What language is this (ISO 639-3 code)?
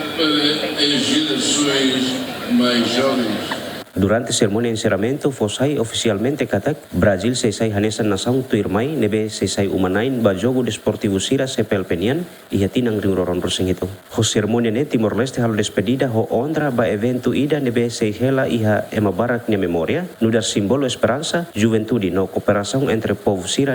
tet